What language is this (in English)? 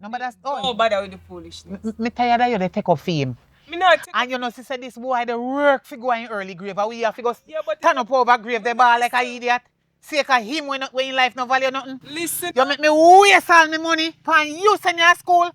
Jamaican Creole English